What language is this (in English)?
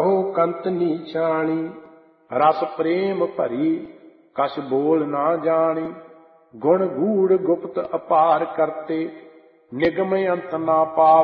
Punjabi